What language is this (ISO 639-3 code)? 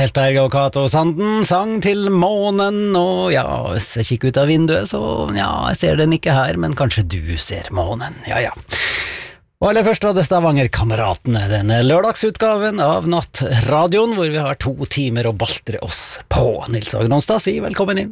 nor